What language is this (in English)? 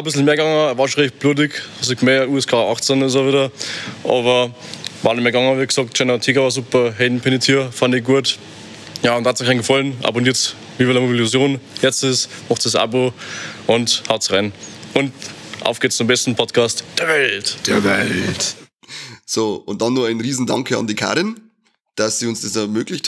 Bavarian